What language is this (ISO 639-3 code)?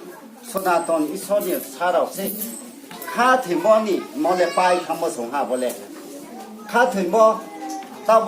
ria